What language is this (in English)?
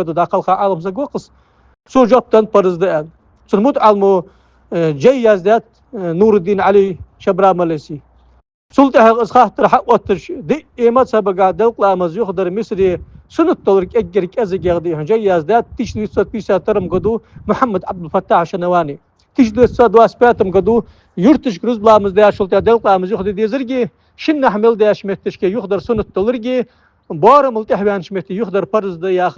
Ingush